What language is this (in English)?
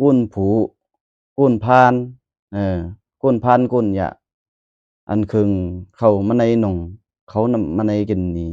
Lao